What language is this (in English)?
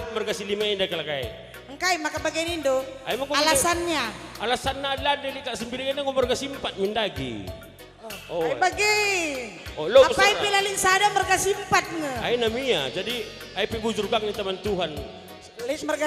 Batak Karo